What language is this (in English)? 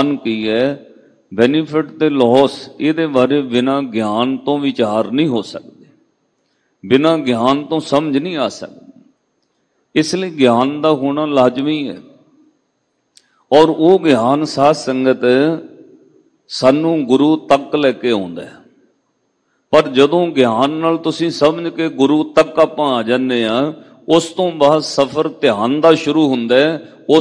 Punjabi